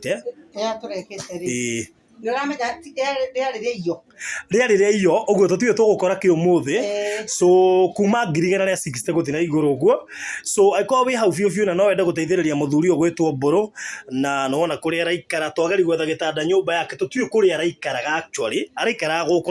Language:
Kikuyu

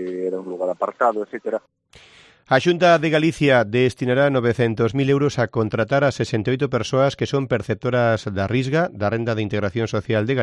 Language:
Galician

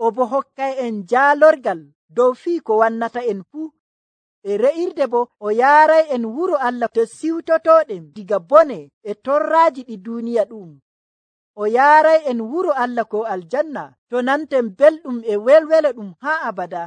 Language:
Nigerian Fulfulde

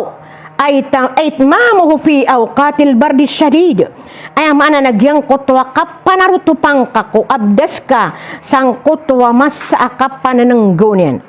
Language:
Maranao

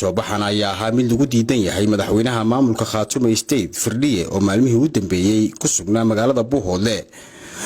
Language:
Somali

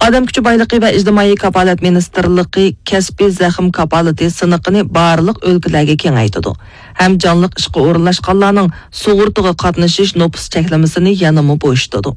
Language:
Uyghur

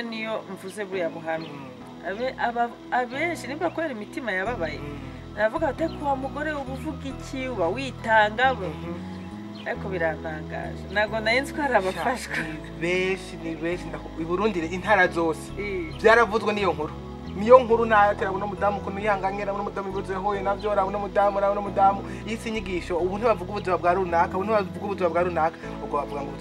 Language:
Kinyarwanda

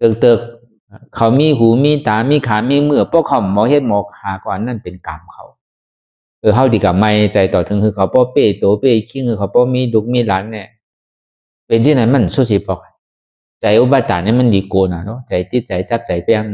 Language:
Shan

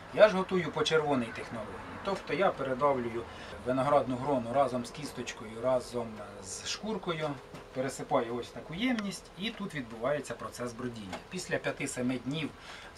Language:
Ukrainian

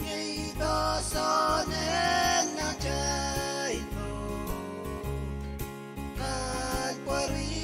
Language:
Pohnpeian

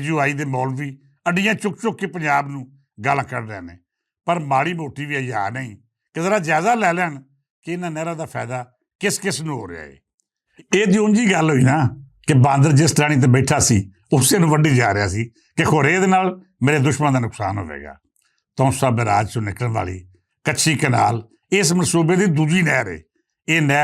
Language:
Western Panjabi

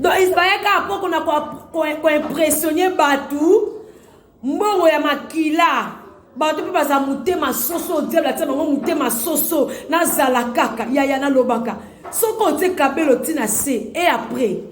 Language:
Lingala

